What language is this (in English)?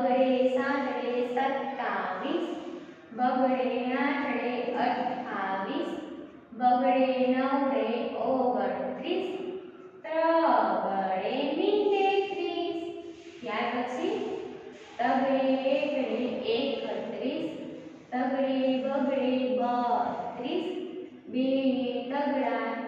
Gujarati